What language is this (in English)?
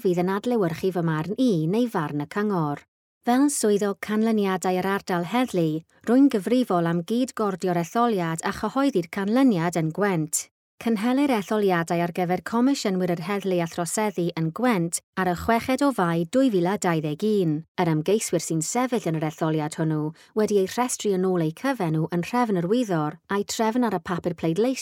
Welsh